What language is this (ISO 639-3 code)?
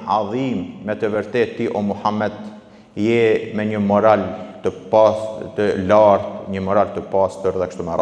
sqi